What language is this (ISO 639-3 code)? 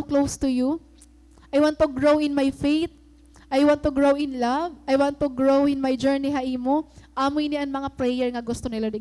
war